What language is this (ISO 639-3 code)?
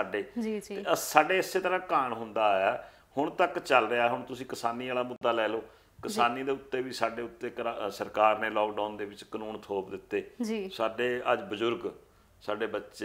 pan